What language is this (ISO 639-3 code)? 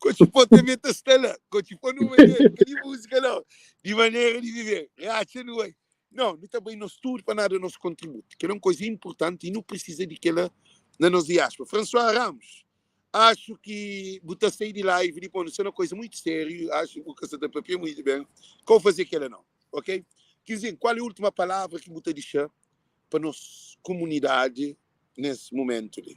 kea